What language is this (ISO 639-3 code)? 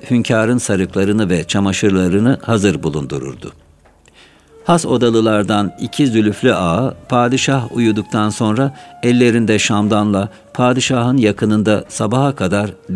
tur